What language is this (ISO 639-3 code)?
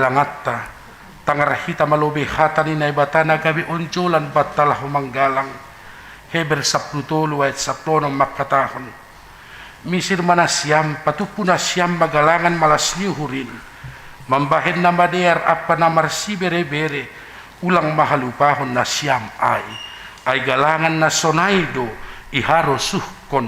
bts